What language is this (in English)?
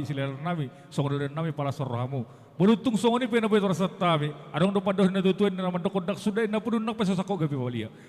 Batak Toba